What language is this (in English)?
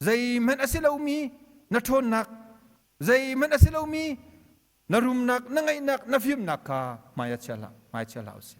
Hakha Chin